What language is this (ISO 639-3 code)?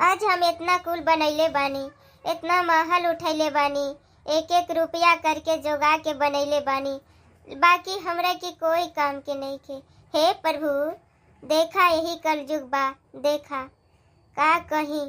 bho